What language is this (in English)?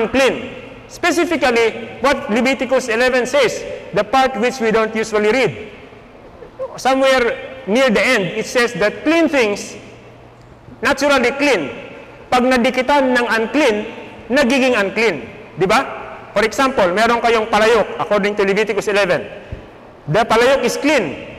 Filipino